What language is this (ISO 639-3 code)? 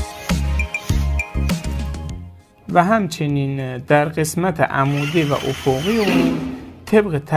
fas